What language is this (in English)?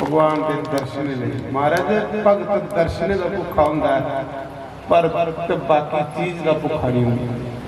Dogri